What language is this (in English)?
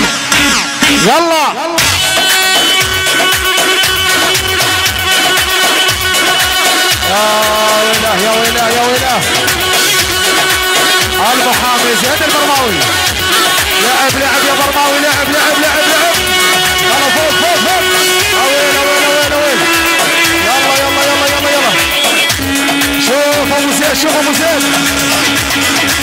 South Levantine Arabic